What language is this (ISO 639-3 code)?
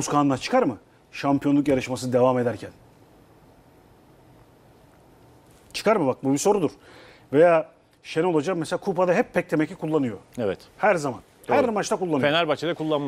tur